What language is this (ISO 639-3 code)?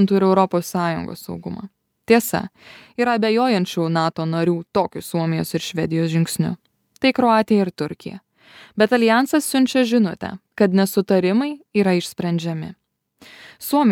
lit